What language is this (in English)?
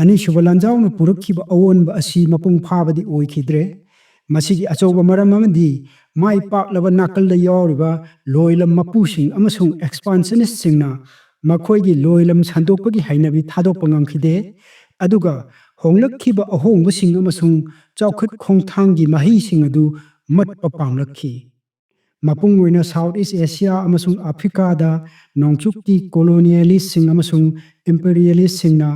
Manipuri